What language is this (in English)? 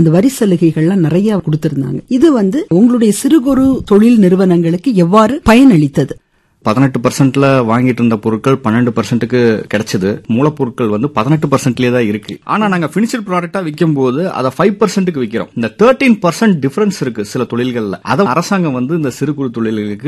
Tamil